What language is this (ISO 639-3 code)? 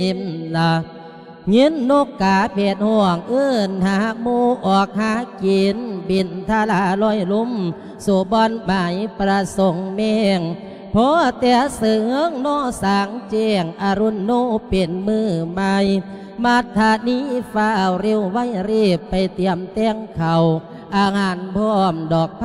lao